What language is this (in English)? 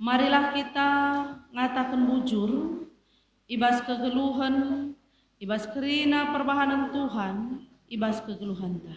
Batak Karo